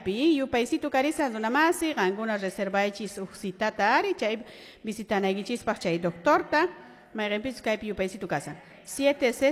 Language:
Quechua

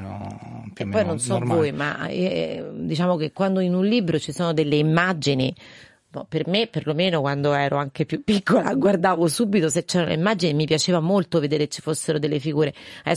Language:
Italian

